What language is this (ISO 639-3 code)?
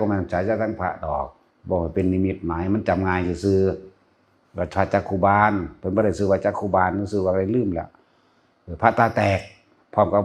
tts